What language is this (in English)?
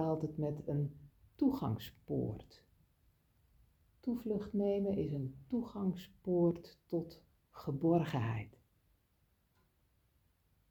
Dutch